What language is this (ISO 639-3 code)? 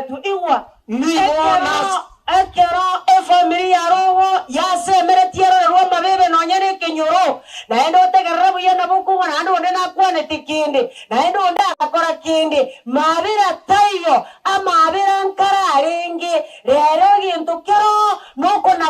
guz